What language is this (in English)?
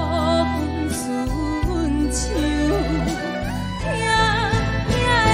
Chinese